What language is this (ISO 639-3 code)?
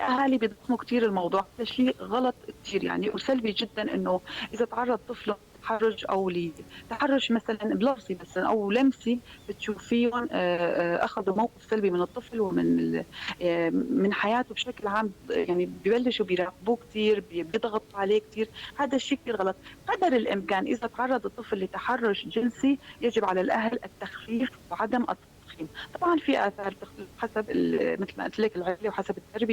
apc